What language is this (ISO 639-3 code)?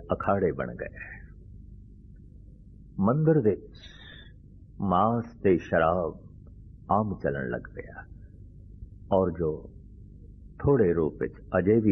pan